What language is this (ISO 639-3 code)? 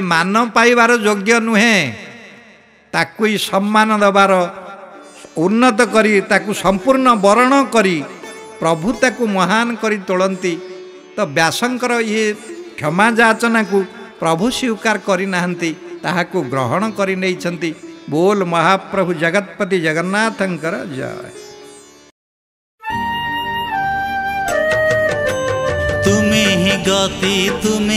ori